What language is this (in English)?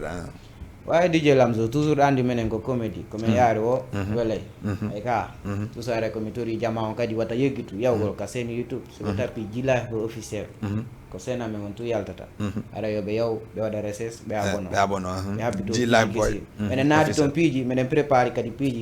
Fula